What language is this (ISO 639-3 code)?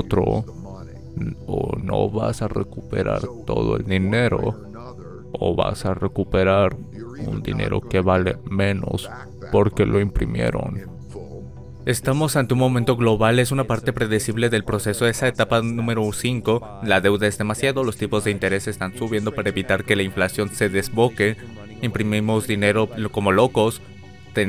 spa